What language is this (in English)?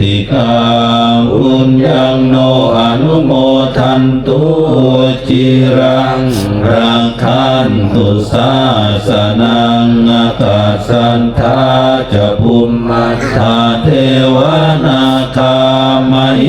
Pali